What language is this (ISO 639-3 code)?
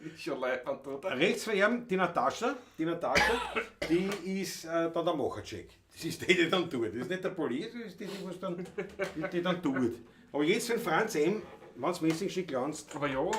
bar